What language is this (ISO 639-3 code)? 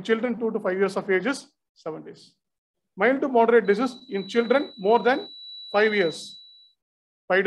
eng